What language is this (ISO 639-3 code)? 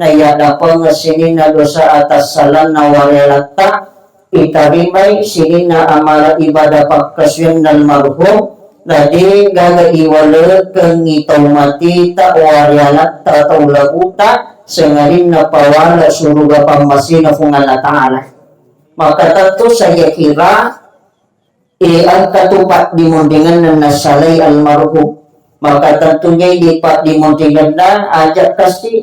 bug